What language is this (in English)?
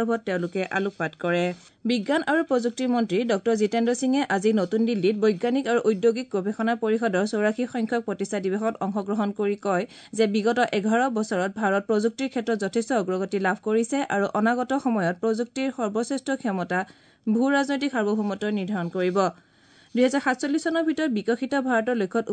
Assamese